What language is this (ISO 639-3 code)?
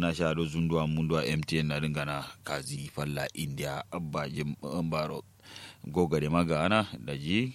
kau